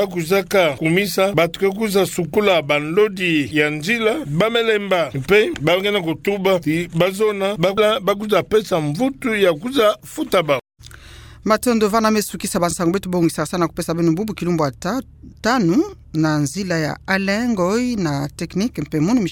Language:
Kituba (Democratic Republic of Congo)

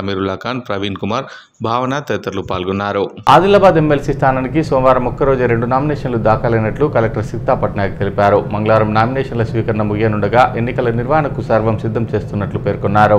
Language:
Telugu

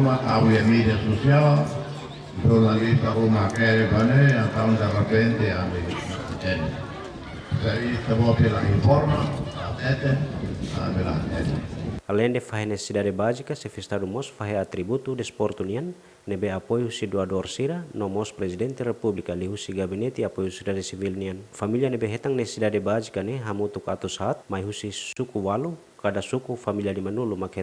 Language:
Tetum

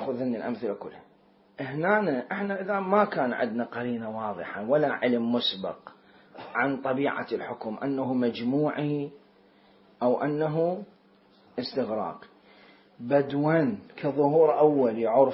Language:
Mesopotamian Arabic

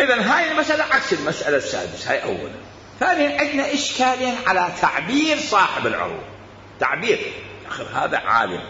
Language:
Mesopotamian Arabic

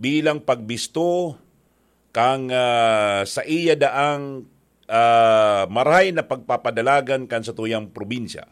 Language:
Bikol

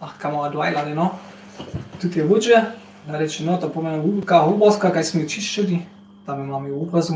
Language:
Upper Sorbian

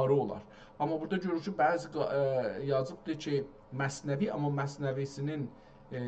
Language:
South Azerbaijani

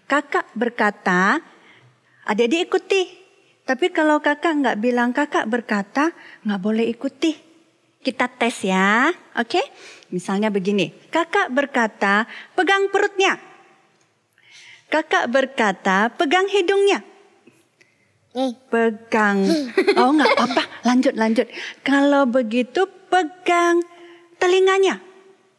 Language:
Indonesian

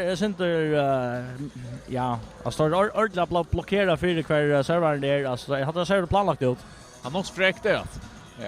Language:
Faroese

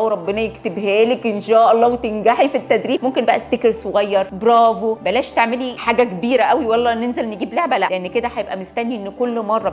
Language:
Egyptian Arabic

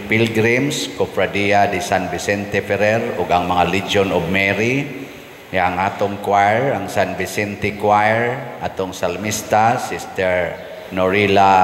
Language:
Cebuano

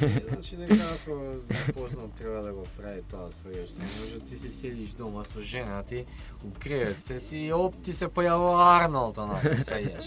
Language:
Macedonian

